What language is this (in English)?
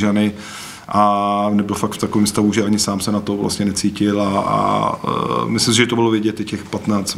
Czech